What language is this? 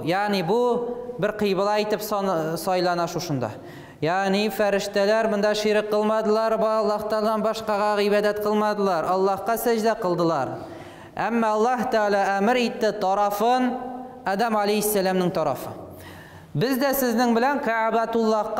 Tatar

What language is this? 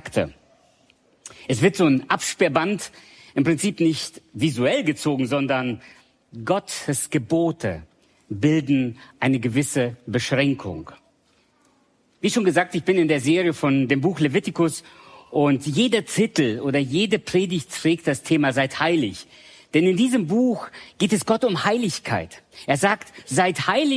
German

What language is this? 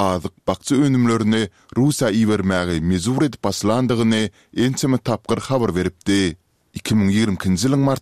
Turkmen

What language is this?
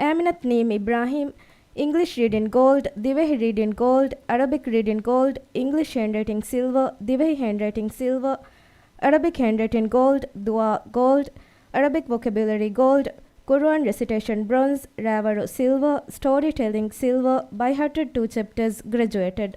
Divehi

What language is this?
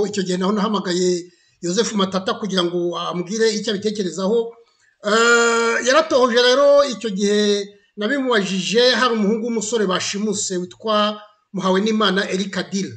Kinyarwanda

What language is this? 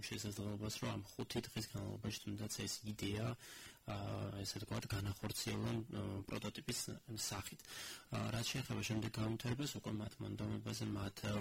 Georgian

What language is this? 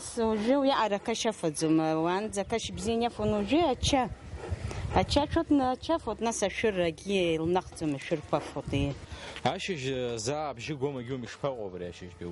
Abkhazian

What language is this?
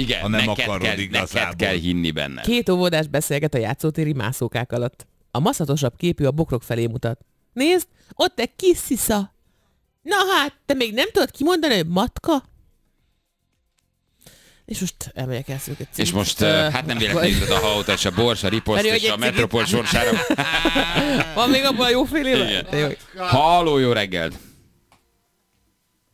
Hungarian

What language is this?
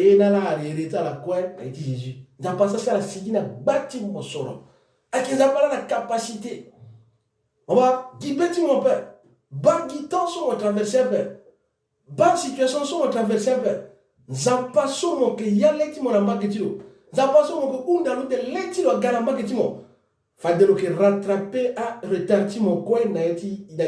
Sango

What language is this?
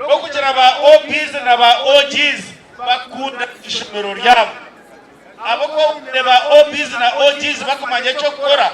Nyankole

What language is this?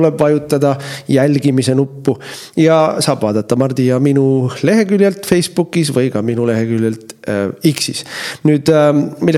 Estonian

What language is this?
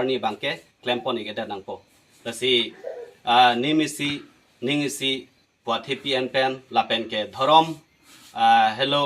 Karbi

